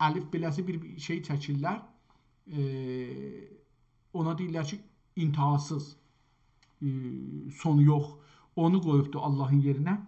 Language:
South Azerbaijani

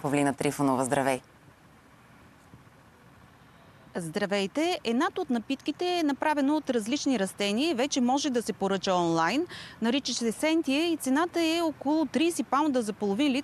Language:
Bulgarian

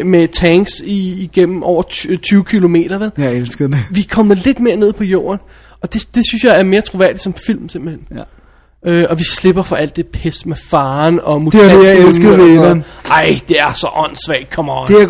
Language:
Danish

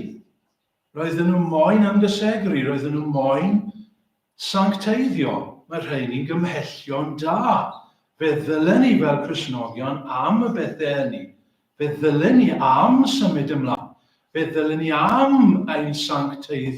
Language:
Welsh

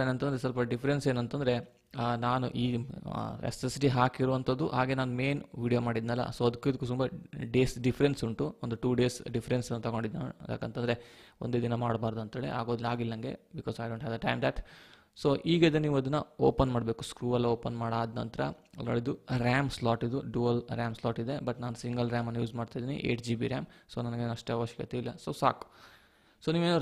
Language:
Kannada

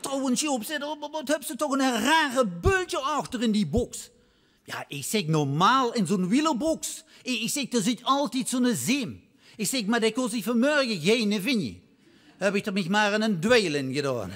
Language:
Limburgish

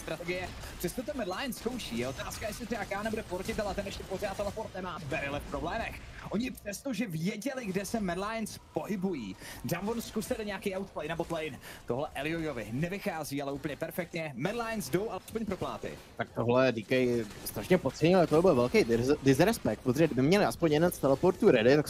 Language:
Czech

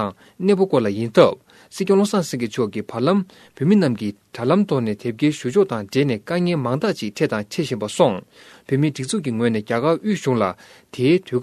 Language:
Tibetan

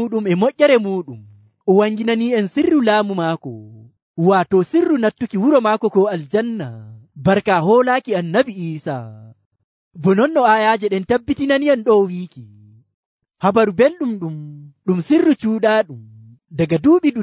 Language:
Nigerian Fulfulde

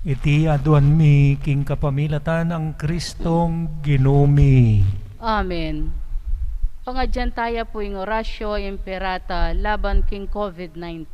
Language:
Pampanga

